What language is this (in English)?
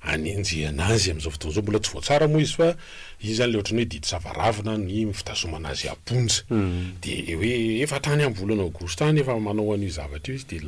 Malagasy